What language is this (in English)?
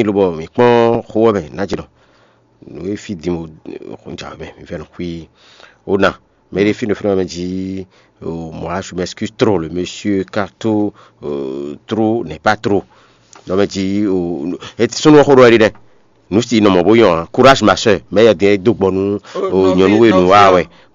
Fon